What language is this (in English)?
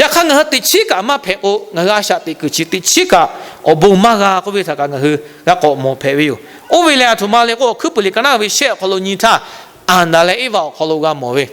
Lahu